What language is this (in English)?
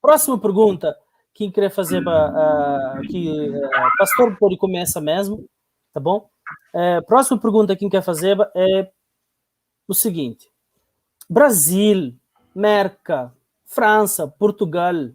Kabuverdianu